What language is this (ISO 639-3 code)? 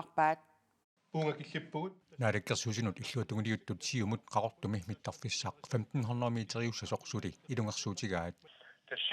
kal